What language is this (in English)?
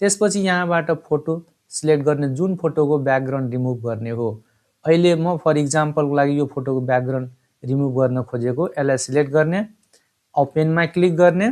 Nepali